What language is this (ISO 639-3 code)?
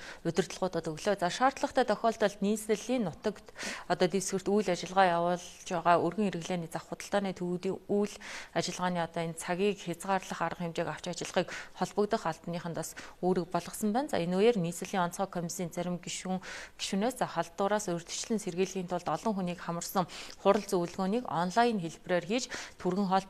mon